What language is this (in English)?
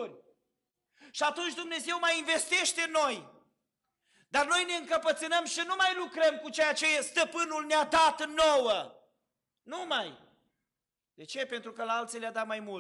Romanian